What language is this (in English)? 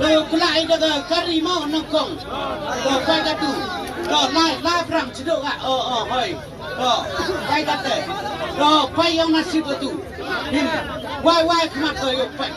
Khasi